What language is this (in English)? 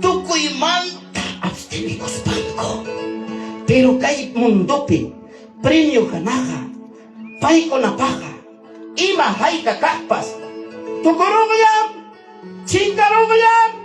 Ayacucho Quechua